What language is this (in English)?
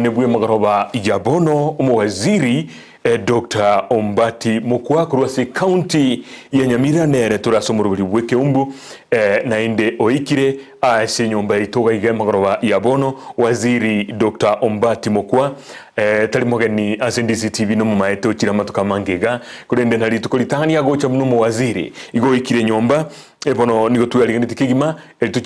Gusii